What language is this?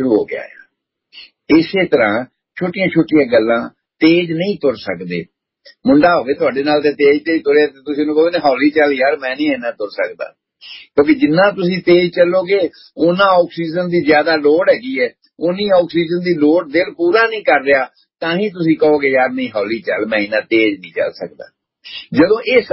Punjabi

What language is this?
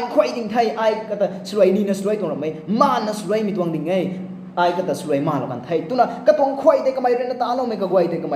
Rongmei Naga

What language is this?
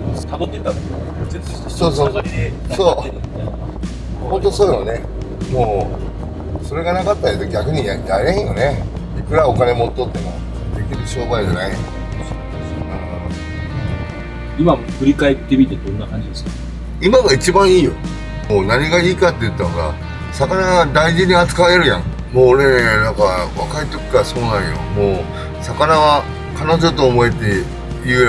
Japanese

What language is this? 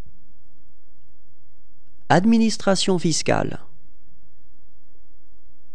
French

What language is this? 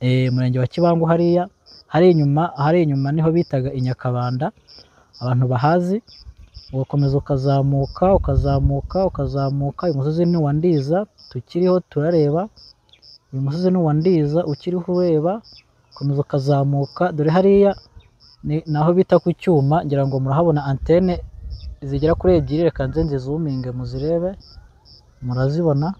Kinyarwanda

